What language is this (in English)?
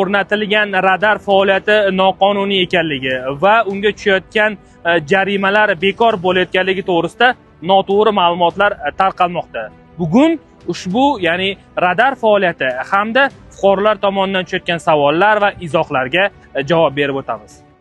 Uzbek